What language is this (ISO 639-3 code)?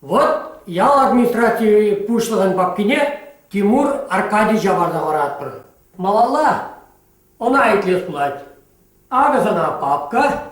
chv